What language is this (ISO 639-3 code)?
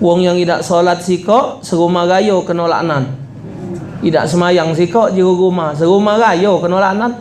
mui